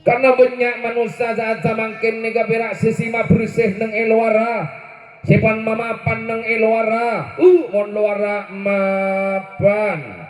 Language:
Madurese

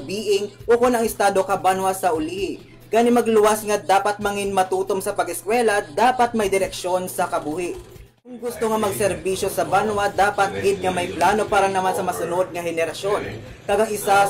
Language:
Hiligaynon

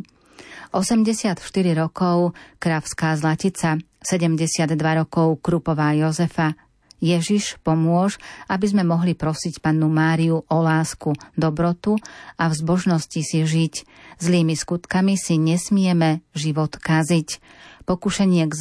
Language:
Slovak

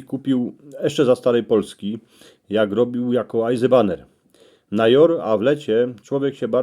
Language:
Silesian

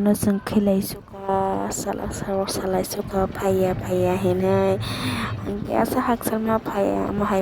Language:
Kok Borok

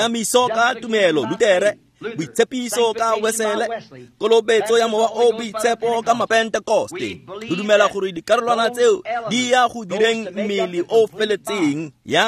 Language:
Tswana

